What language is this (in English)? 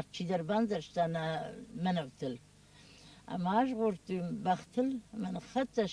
Ossetic